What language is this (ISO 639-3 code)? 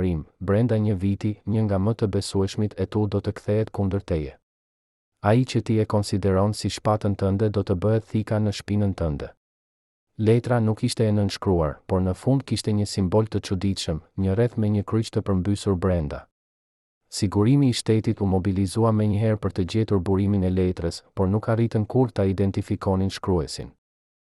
sqi